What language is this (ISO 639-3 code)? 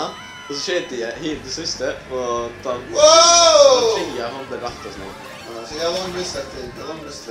fao